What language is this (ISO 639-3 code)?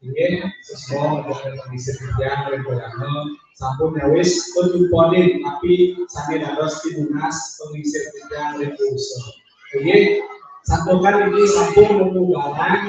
ban